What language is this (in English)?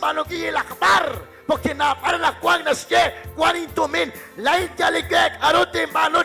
Kekchí